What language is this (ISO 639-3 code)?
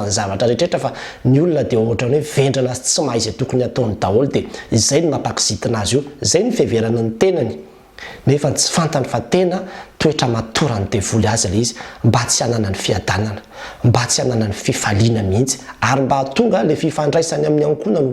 mlg